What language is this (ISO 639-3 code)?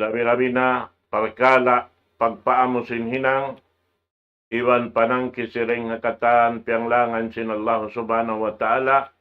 tsg